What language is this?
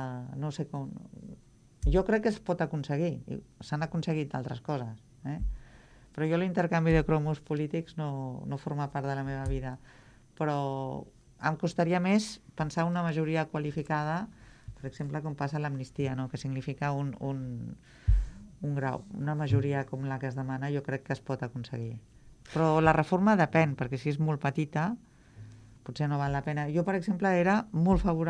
Catalan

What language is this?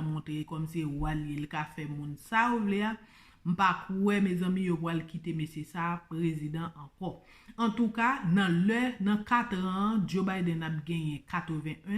Haitian Creole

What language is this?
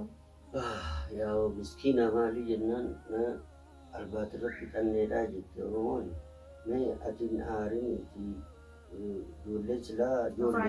Oromo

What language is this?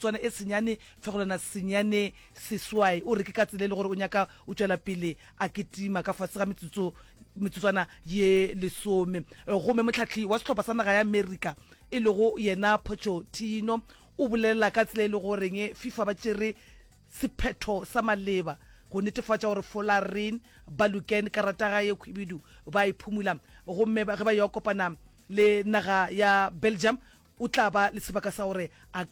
Northern Sotho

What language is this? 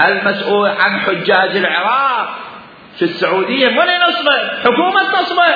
Mesopotamian Arabic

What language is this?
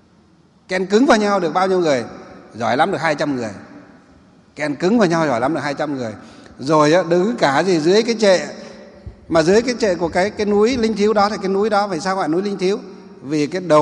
Vietnamese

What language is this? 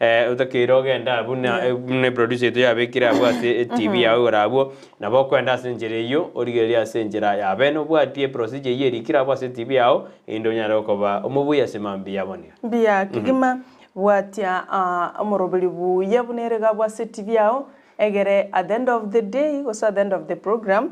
Gusii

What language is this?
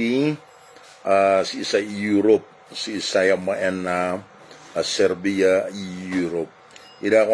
Maranao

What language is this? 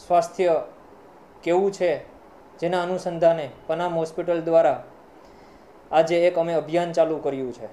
Gujarati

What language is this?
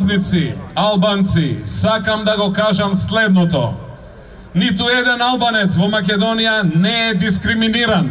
Macedonian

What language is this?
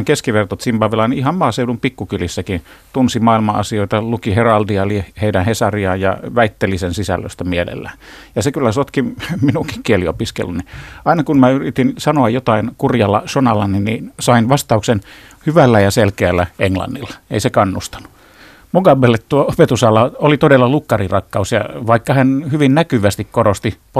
Finnish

